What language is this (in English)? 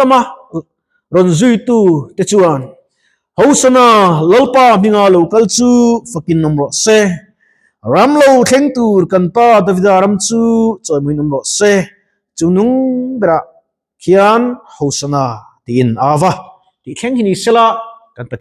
Mizo